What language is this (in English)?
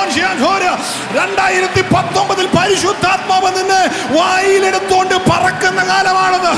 Malayalam